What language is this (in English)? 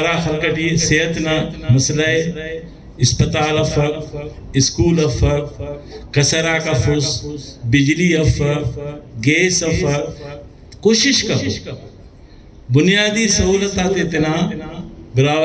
Brahui